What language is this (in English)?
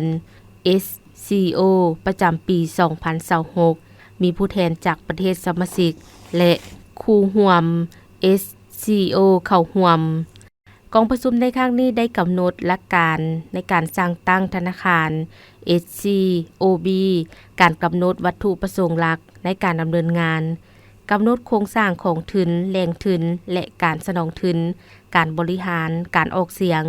Lao